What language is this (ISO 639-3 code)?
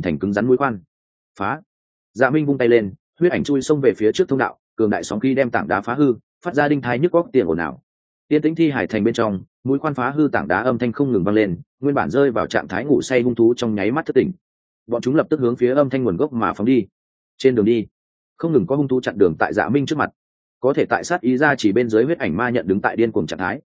vie